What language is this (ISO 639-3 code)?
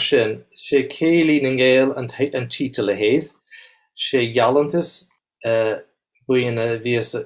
gla